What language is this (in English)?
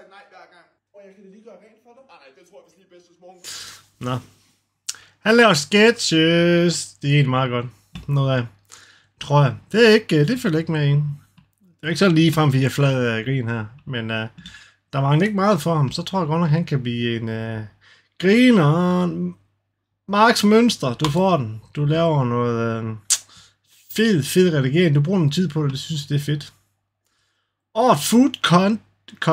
Danish